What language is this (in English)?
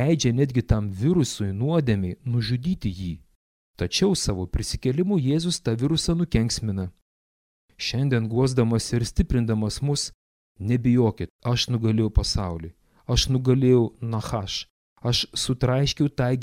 Lithuanian